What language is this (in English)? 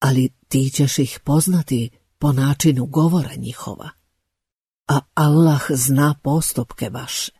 Bosnian